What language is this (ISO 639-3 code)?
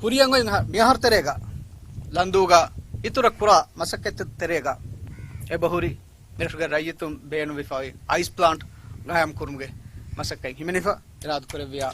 div